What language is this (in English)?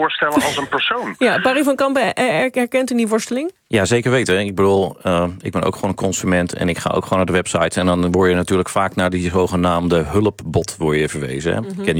Dutch